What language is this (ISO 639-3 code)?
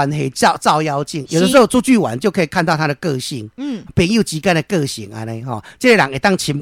nan